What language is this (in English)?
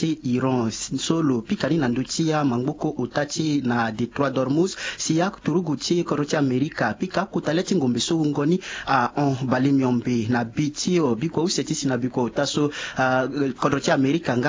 Sango